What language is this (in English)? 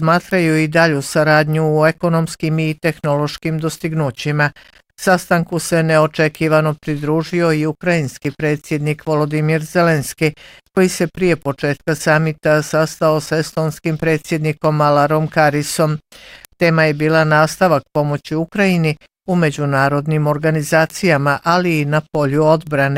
Bosnian